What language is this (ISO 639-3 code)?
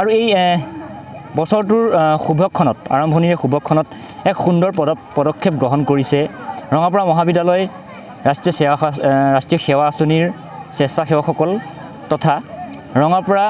asm